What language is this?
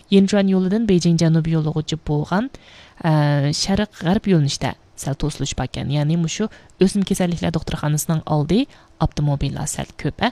Uyghur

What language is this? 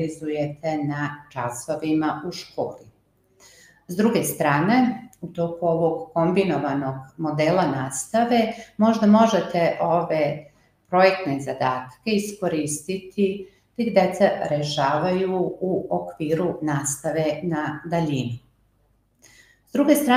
Serbian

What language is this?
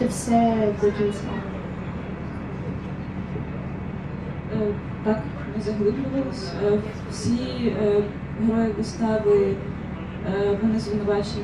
Ukrainian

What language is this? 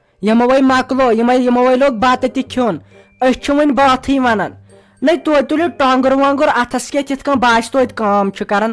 Kashmiri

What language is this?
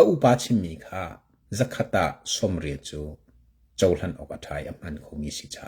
Hakha Chin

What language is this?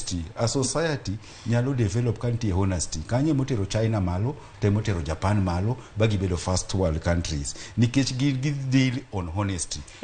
Luo (Kenya and Tanzania)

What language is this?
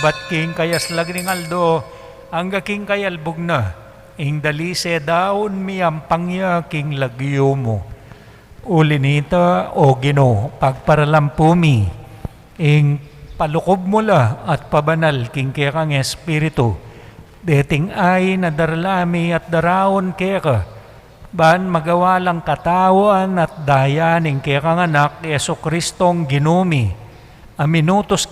Pampanga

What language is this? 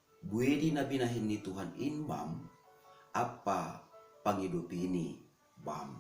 Batak Simalungun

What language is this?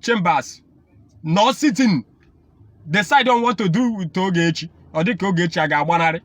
Igbo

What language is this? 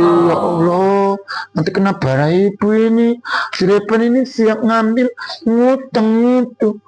Minangkabau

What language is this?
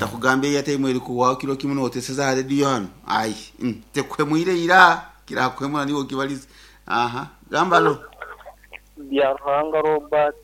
Nyankole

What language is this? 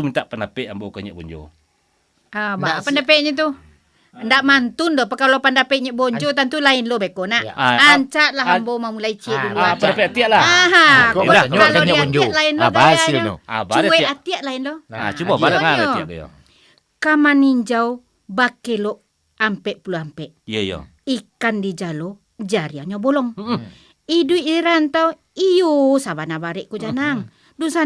Minangkabau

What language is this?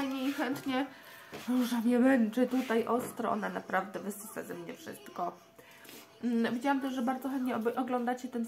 Polish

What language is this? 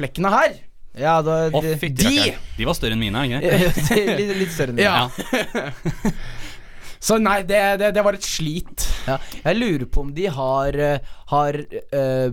Norwegian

